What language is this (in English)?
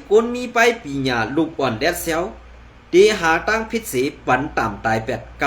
Shan